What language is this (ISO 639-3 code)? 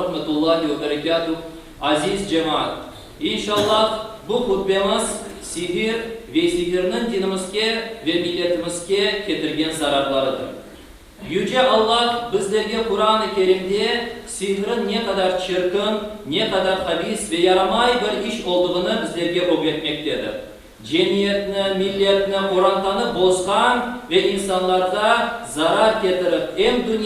crh